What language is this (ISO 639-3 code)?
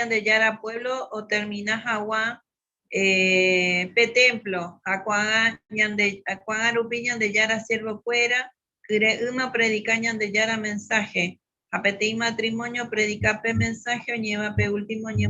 grn